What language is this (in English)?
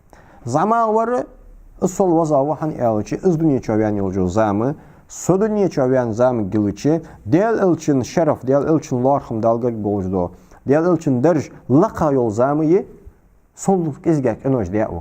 Ingush